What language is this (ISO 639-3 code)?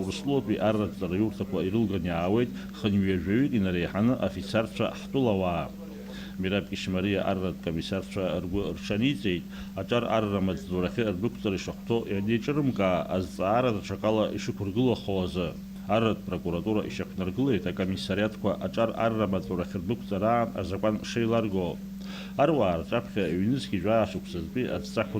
abk